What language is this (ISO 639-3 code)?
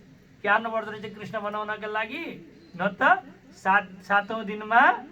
nep